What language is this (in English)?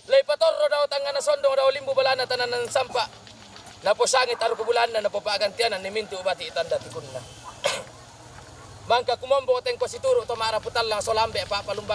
Toraja-Sa'dan